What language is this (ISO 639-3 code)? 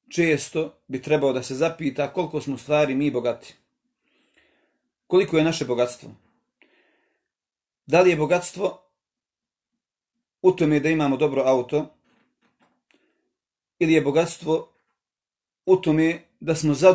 bos